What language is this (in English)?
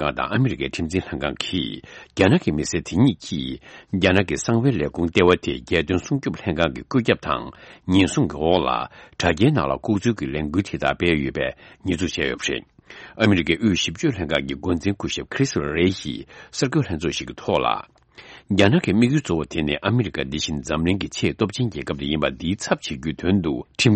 Tibetan